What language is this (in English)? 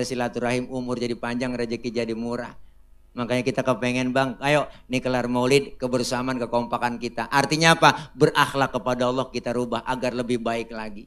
Betawi